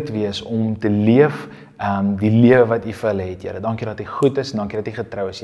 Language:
Afrikaans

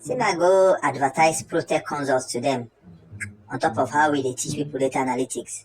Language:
Nigerian Pidgin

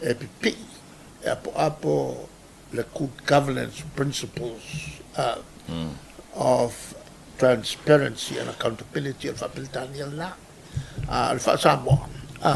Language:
Samoan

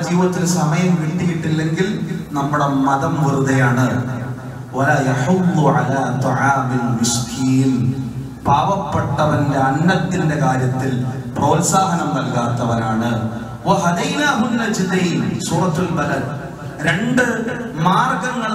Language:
Malayalam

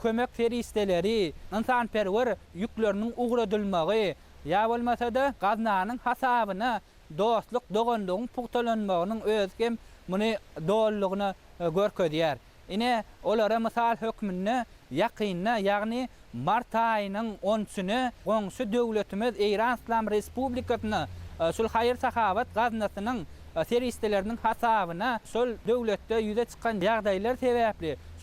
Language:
Turkmen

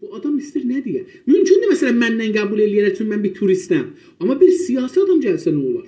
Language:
South Azerbaijani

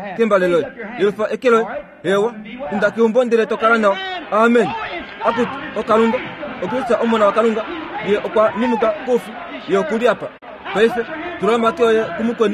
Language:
Kuanyama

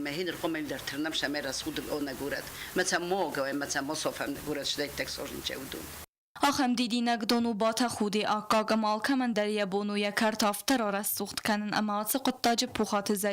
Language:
Ossetic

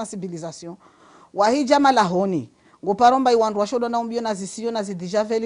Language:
Ngazidja Comorian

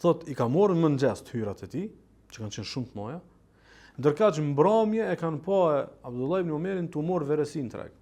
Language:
Albanian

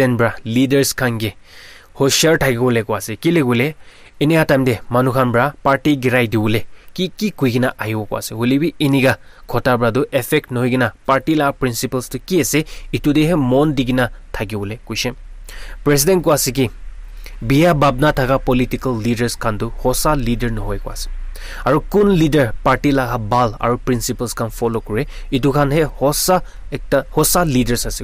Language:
Naga Pidgin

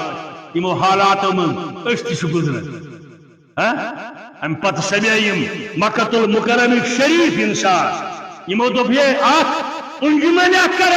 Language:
Kashmiri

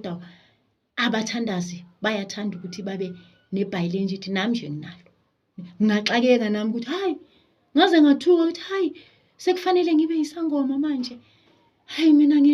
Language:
Zulu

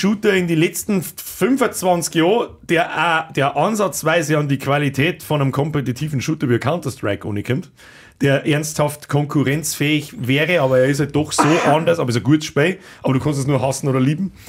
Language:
Bavarian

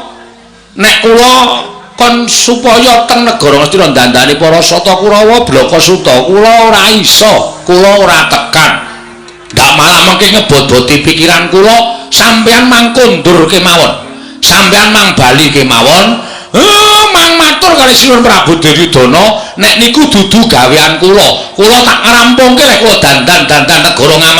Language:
Javanese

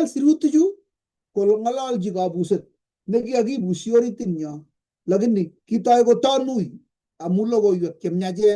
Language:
Kalenjin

